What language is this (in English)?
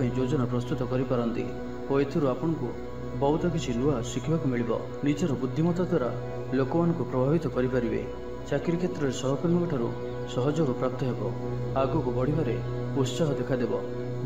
Odia